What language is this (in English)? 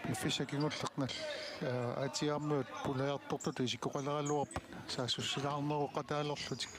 Kalaallisut